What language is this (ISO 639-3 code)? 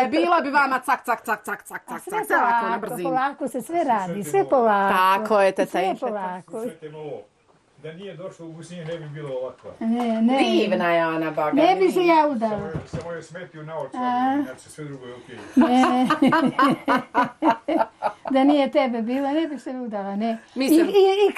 bos